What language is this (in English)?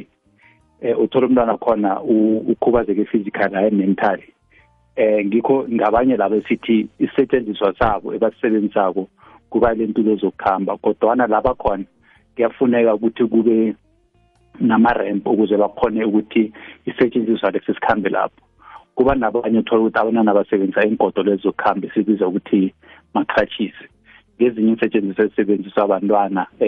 South Ndebele